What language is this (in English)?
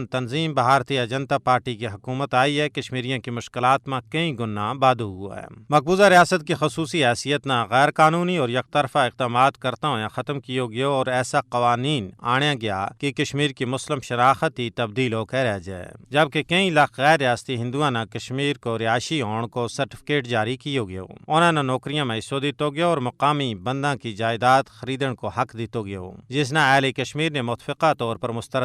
Gujari